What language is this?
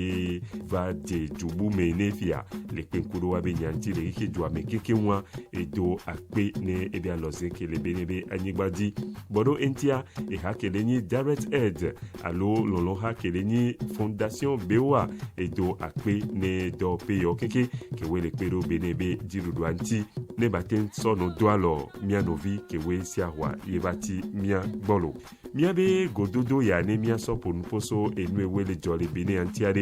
Ewe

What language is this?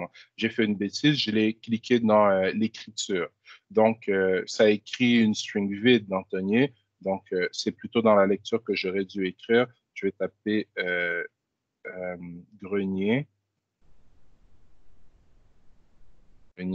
French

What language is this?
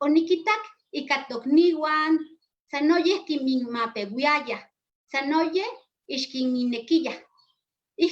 Eastern Huasteca Nahuatl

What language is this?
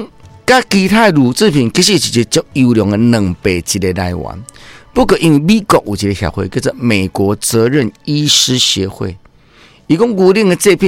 Min Nan Chinese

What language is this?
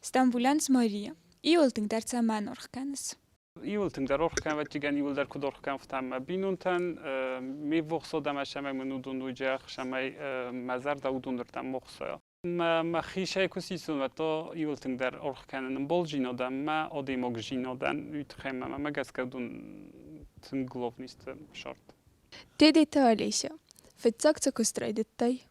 Ossetic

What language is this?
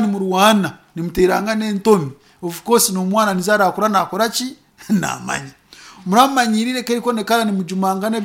Nyoro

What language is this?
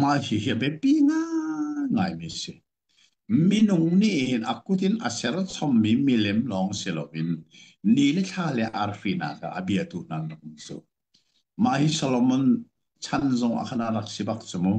Hakha Chin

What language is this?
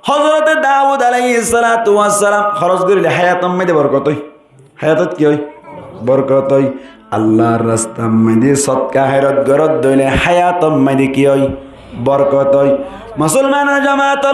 Rohingya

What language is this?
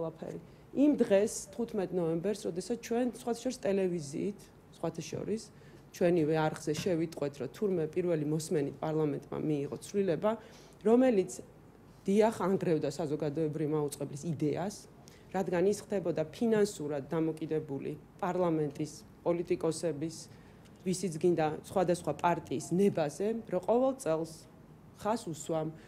Georgian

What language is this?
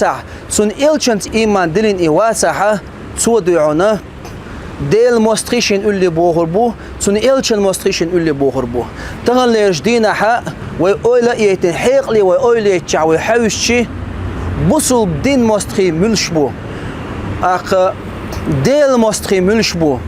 Chechen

